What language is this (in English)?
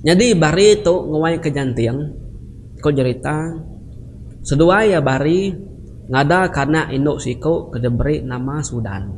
Iban